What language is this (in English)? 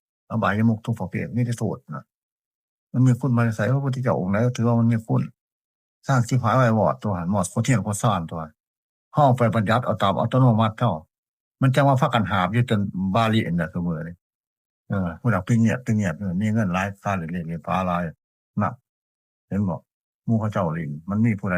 Northeastern Thai